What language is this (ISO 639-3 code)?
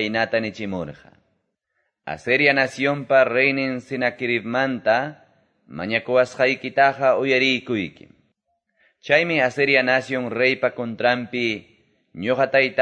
que